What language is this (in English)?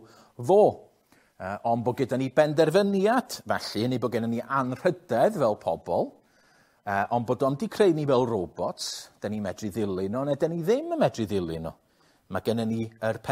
Welsh